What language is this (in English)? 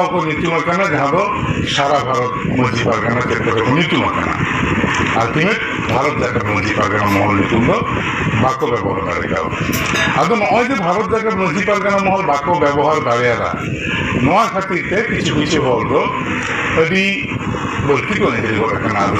Santali